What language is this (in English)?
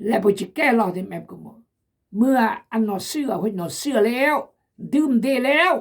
Khmu